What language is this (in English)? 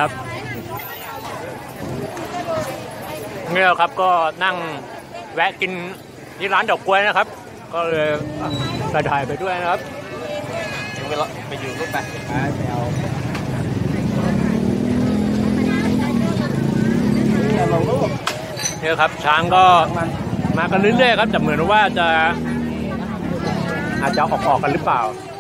Thai